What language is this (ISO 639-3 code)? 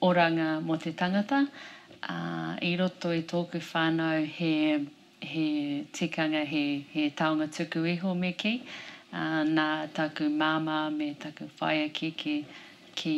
mri